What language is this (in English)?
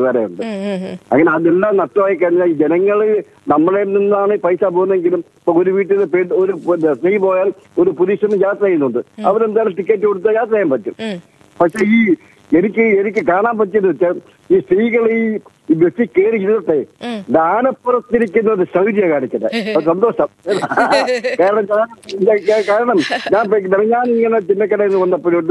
Malayalam